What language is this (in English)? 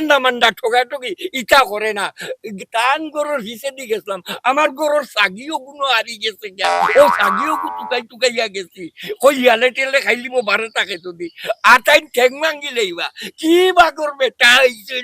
Sylheti